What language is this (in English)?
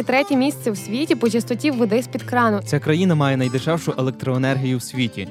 Ukrainian